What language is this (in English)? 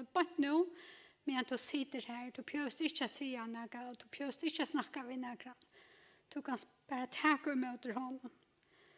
Faroese